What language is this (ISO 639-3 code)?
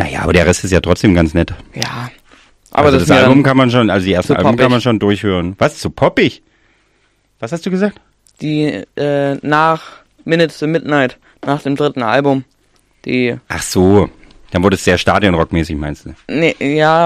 deu